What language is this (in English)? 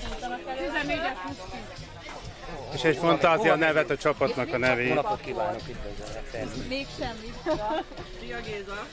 Hungarian